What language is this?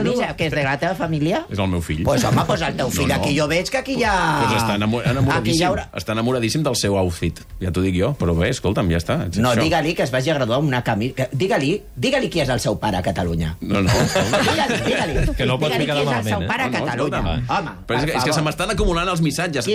Catalan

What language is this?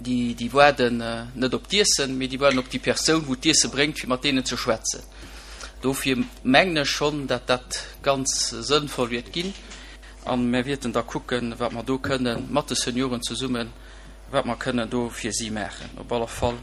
Luxembourgish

